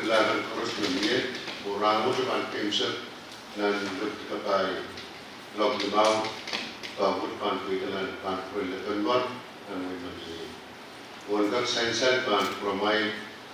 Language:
Pohnpeian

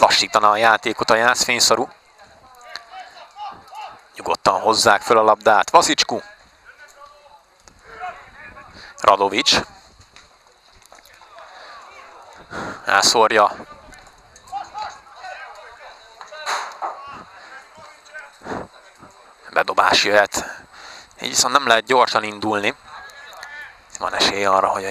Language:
Hungarian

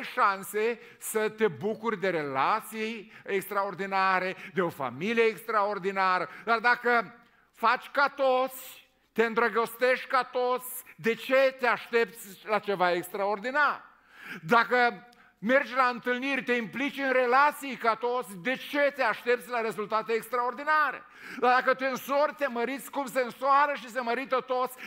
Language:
Romanian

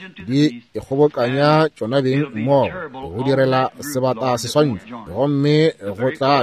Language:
Northern Sotho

